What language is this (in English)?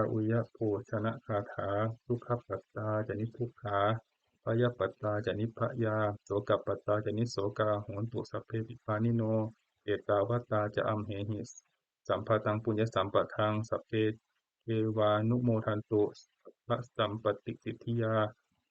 Pali